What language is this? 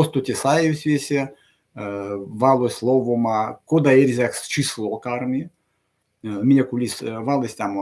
Erzya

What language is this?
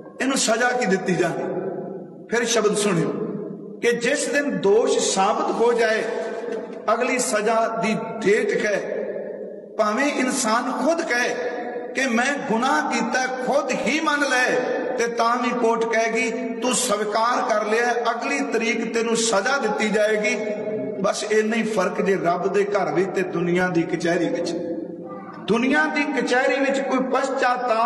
Punjabi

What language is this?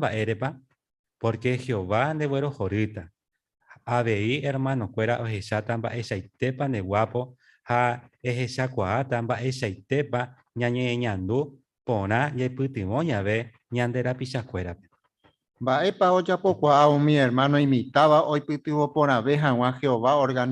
Guarani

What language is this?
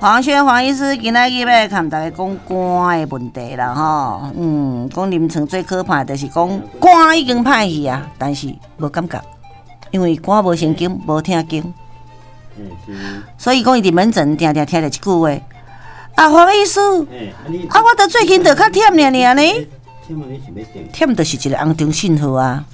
Min Nan Chinese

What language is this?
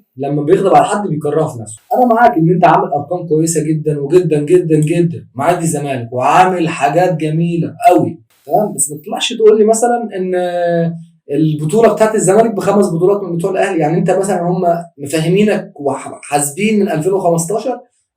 Egyptian Arabic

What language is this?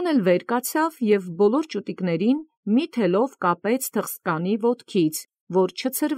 Armenian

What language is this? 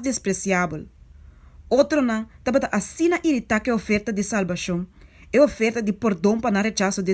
Papiamento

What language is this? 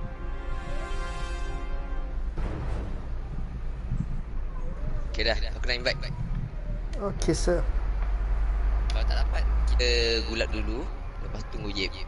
Malay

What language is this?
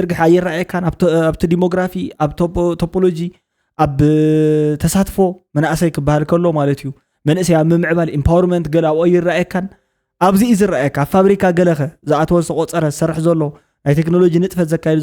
Tigrinya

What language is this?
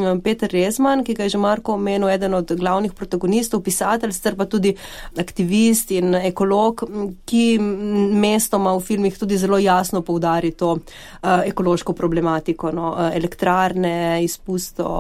Slovenian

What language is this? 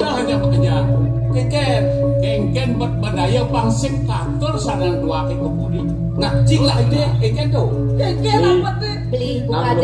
Balinese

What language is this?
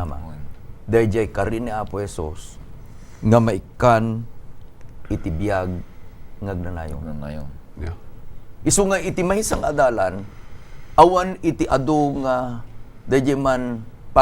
Iloko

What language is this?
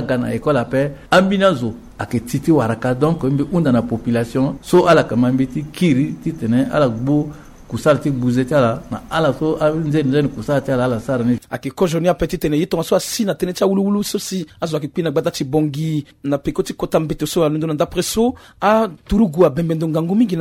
Sango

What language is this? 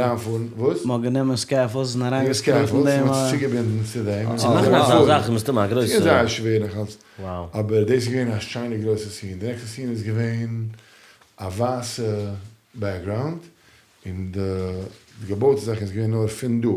Yiddish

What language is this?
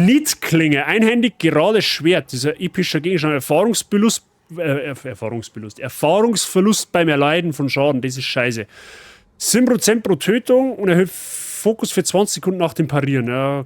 Bavarian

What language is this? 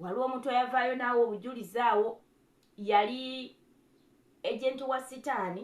Ganda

